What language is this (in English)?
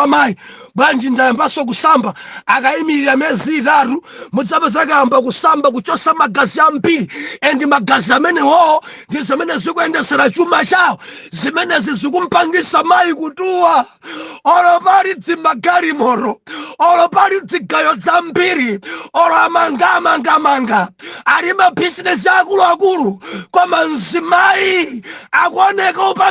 Nyanja